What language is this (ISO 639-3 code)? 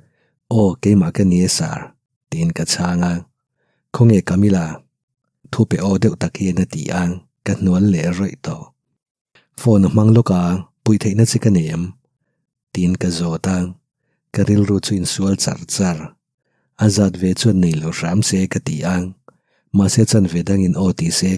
lus